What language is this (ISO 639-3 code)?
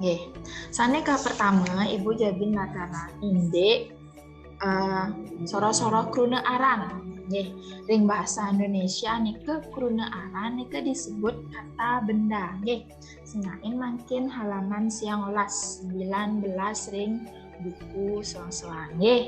ban